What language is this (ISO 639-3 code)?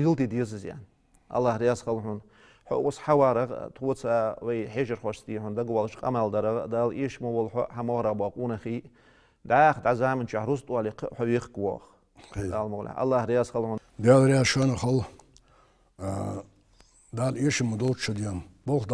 inh